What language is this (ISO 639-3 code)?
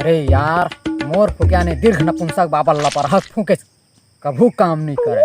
hne